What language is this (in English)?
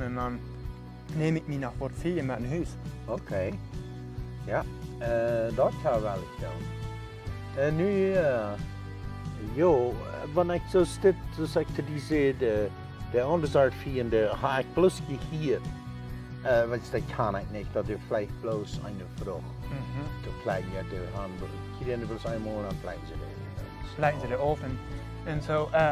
Plautdietsch